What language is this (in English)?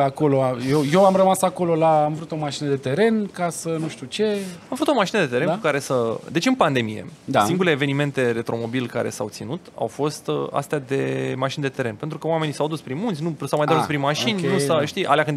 Romanian